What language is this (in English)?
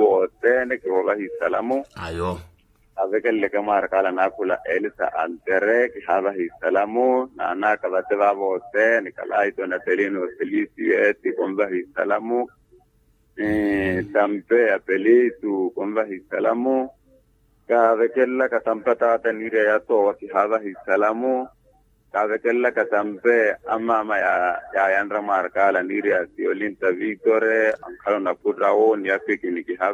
Makhuwa